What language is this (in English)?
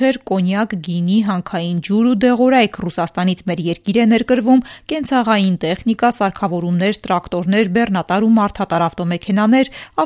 Armenian